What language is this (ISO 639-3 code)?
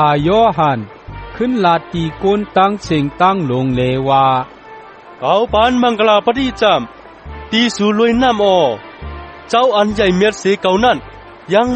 shn